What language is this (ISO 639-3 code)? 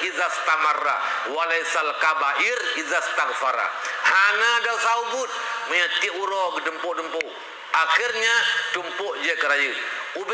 ace